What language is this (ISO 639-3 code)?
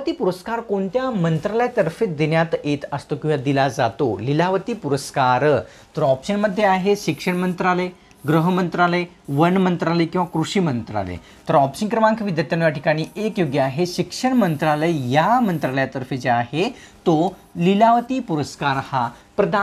mar